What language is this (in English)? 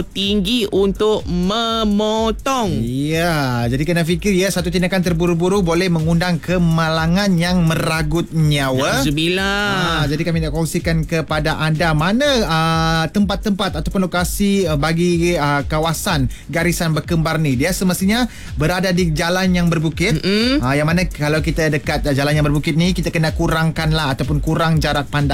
Malay